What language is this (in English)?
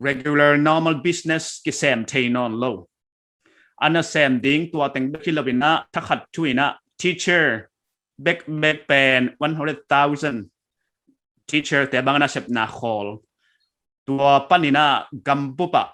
Paite Chin